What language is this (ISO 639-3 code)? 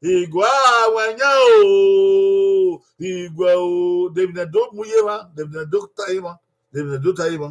bin